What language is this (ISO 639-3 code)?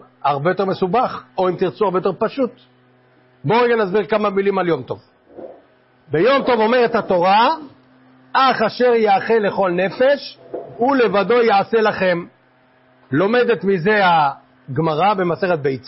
heb